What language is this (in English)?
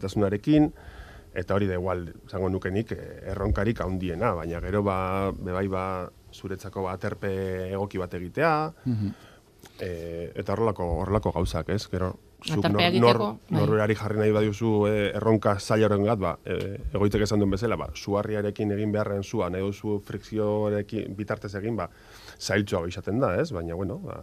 Basque